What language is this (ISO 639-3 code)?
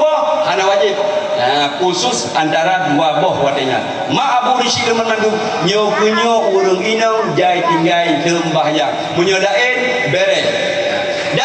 ace